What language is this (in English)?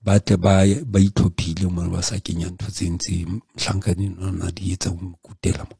Southern Sotho